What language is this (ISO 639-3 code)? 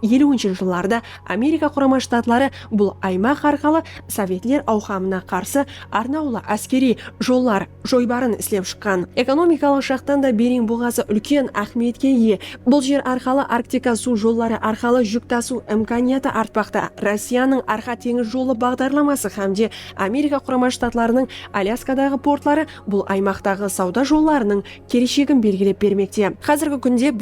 kaa